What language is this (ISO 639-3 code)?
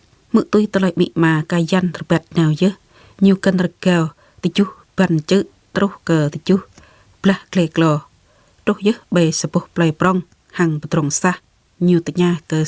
jra